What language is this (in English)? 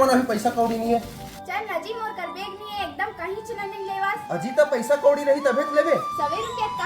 Chhattisgarhi